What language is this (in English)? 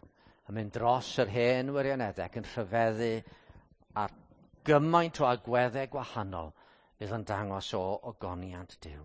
Welsh